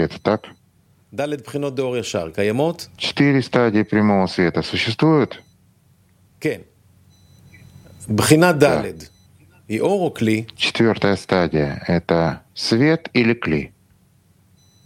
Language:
Russian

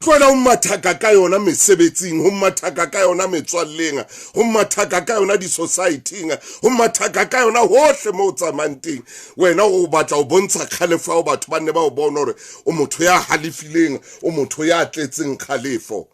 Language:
Southern Sotho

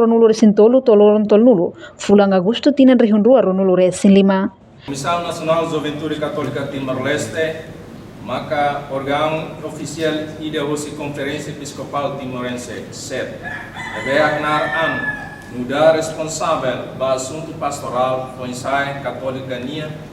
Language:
Tetum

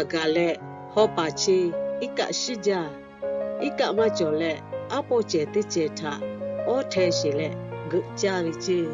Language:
Lahu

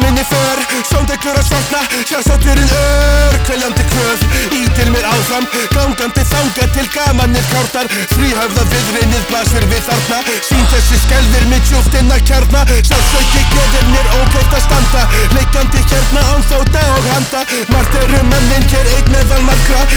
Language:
Icelandic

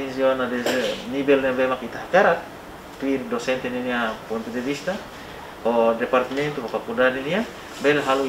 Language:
Tetum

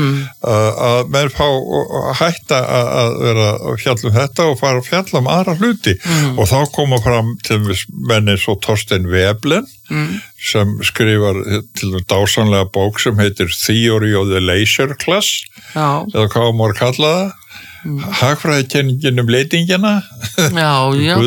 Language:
Icelandic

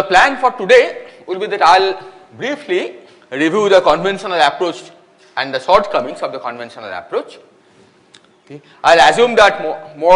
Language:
English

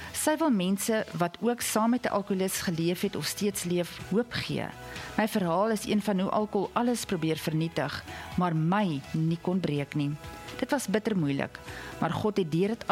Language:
Afrikaans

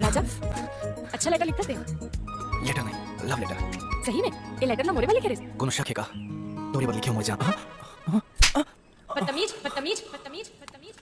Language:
Chhattisgarhi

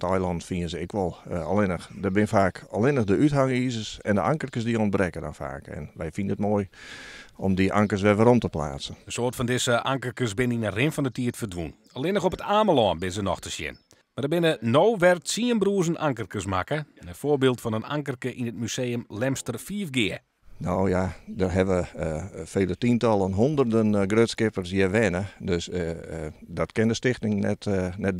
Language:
Western Frisian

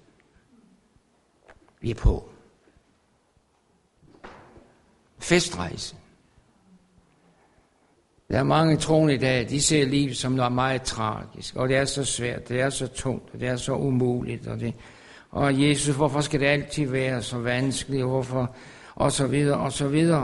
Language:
Danish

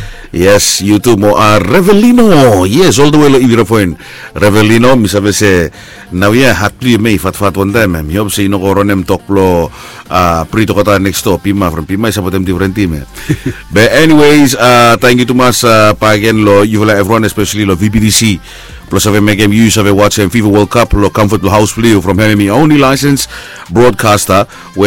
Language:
Bislama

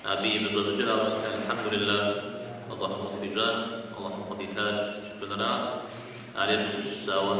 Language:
Kabardian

